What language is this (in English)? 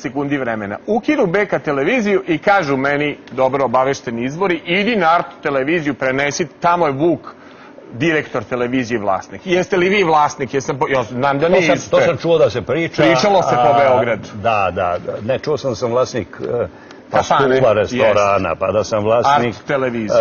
Serbian